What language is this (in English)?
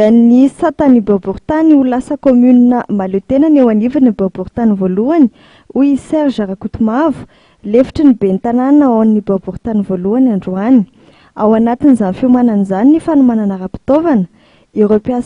Malagasy